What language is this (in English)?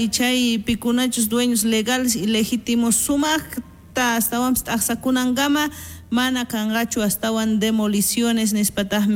South Bolivian Quechua